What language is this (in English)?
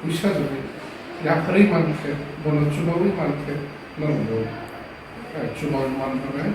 Kok Borok